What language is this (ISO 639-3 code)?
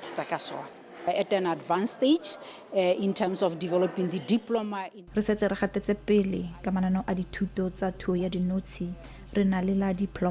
tsn